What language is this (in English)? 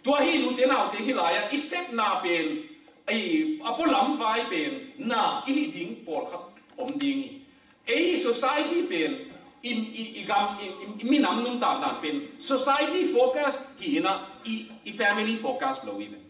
Tedim Chin